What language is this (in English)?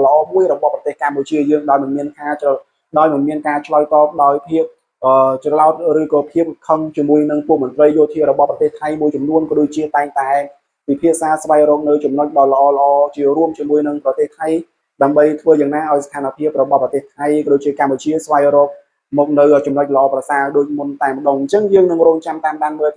Khmer